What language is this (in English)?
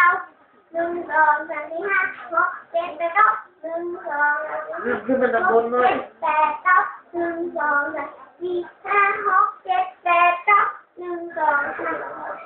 Northeastern Thai